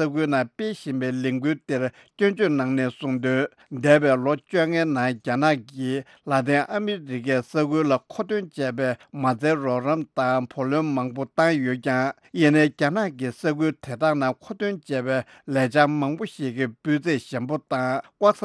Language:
Tibetan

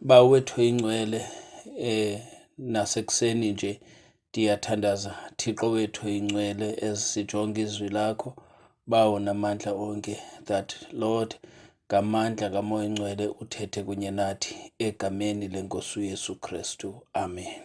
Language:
Xhosa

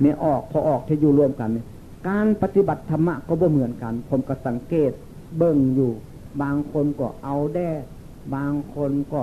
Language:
Northeastern Thai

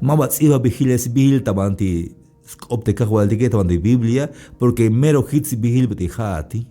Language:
Tzeltal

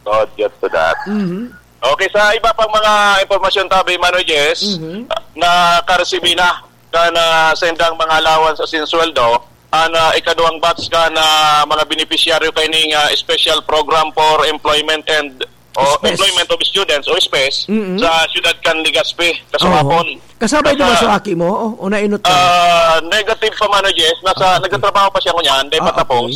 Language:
Bikol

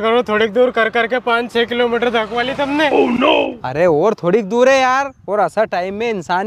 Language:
Rajasthani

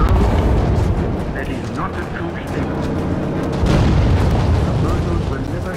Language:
English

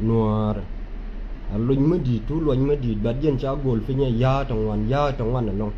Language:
Nuer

